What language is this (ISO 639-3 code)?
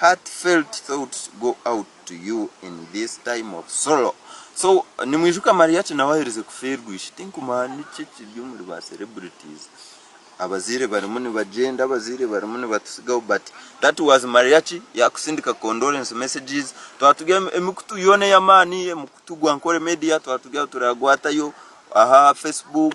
nyn